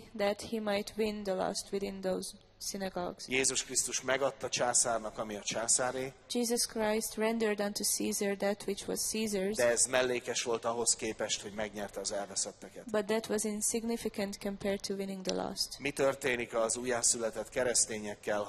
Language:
Hungarian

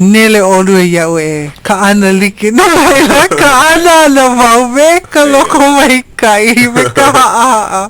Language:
Hawaiian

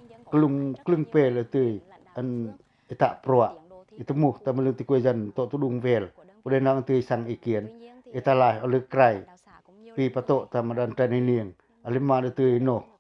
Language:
Pacoh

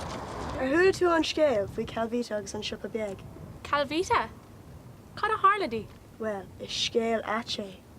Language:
Irish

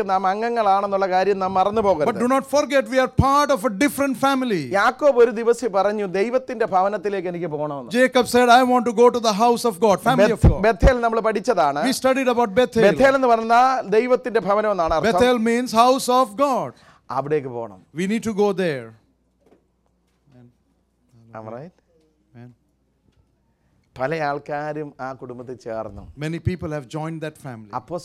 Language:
Malayalam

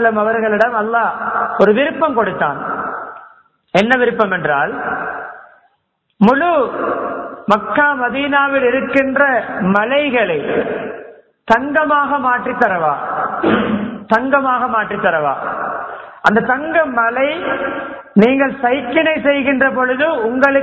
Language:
Tamil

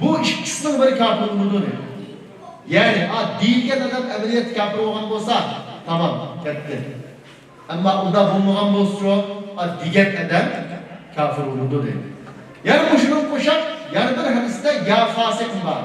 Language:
Uyghur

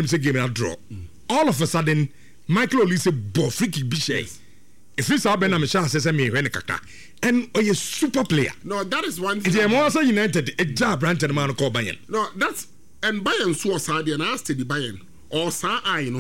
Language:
Akan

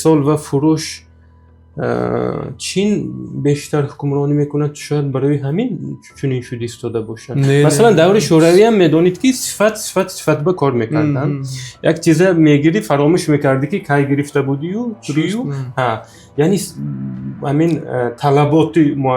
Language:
Tajik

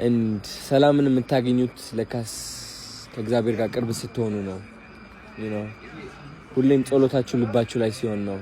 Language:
Amharic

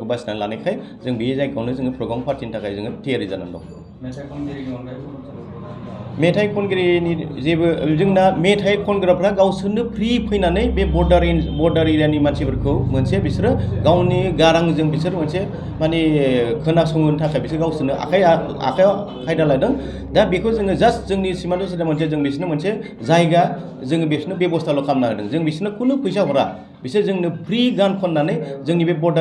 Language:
Bodo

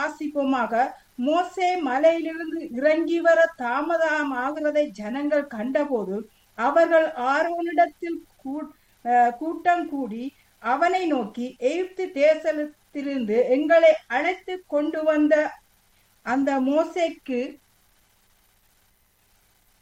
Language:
Tamil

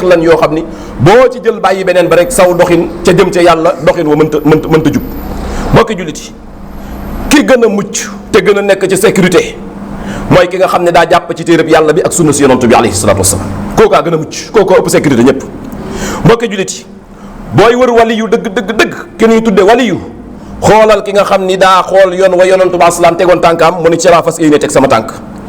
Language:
Wolof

